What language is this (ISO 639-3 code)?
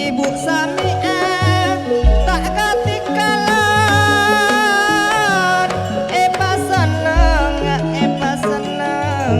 mad